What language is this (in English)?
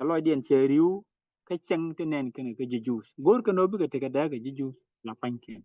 Nuer